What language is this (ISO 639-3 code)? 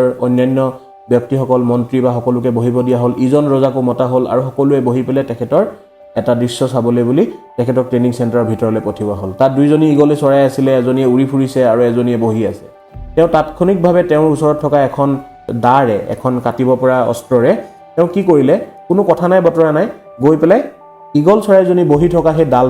asm